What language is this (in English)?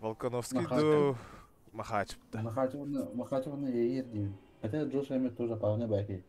Yakut